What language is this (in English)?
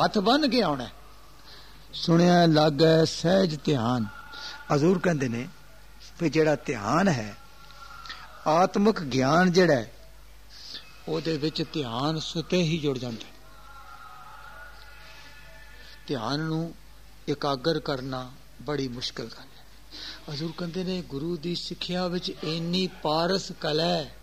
Punjabi